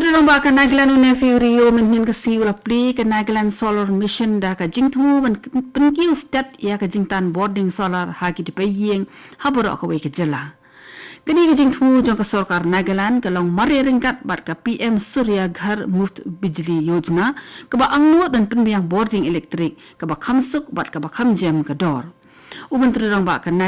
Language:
Khasi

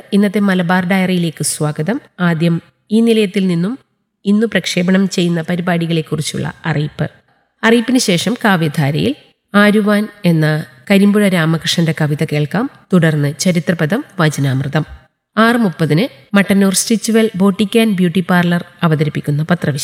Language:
Malayalam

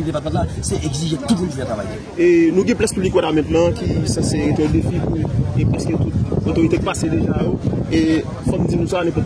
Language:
Haitian Creole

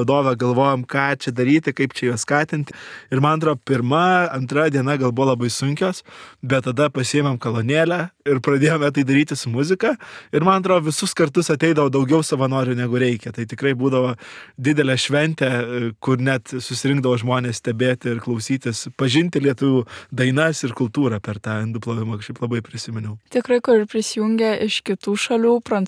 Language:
Lithuanian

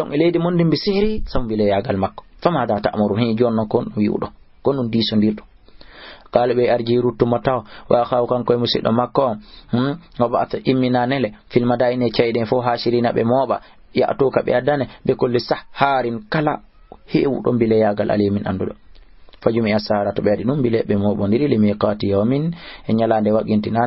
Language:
Fula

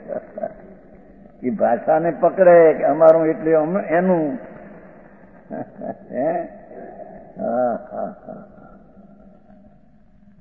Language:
Gujarati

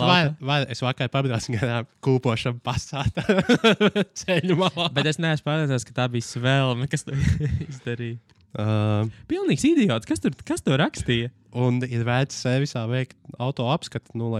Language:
Latvian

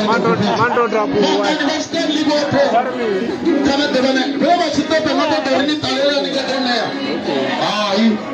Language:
Venda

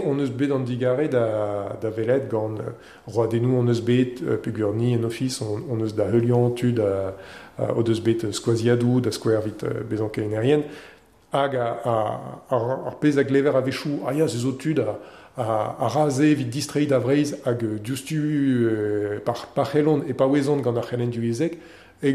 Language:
Breton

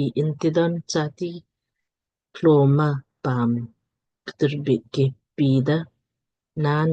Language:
Lamkang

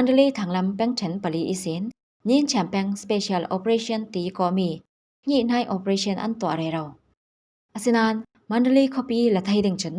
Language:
Falam Chin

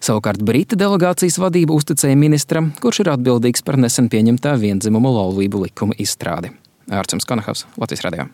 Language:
Latvian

